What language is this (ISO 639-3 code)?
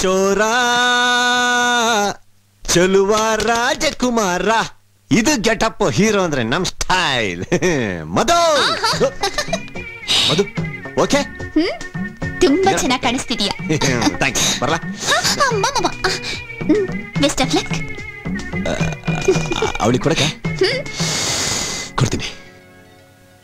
kan